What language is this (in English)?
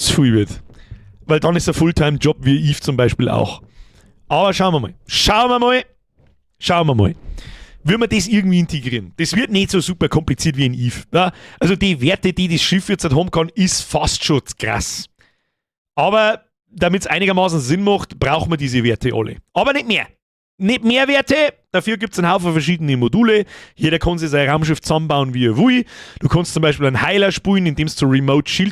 Bavarian